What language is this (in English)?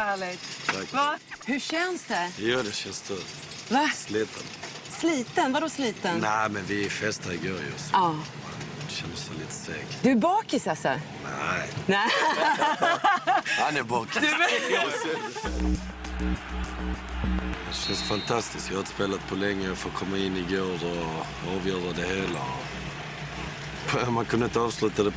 Swedish